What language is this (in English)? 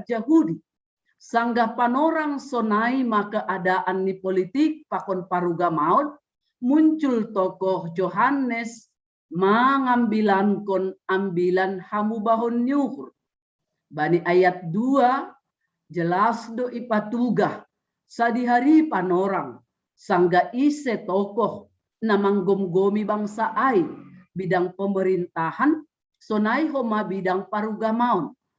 Batak Simalungun